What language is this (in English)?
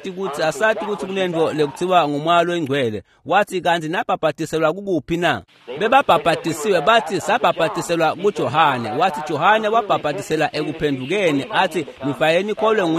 Swati